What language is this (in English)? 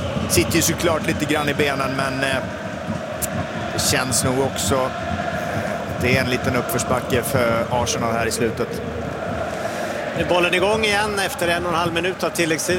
Swedish